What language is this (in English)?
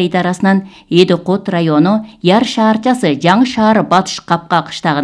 Kyrgyz